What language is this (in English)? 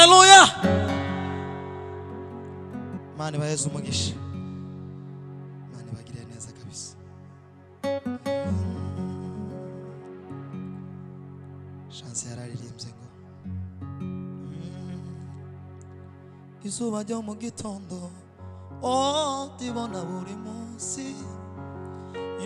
Kinyarwanda